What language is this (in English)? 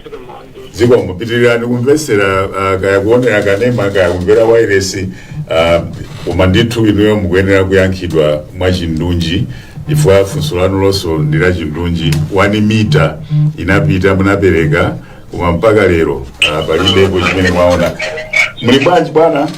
Nyanja